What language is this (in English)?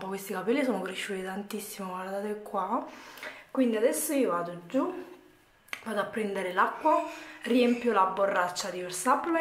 Italian